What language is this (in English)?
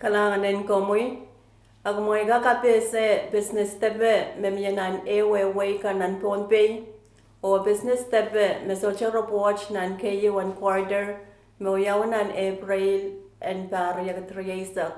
Pohnpeian